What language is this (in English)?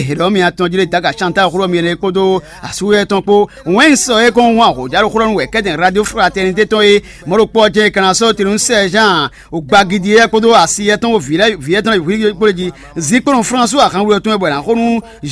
Fon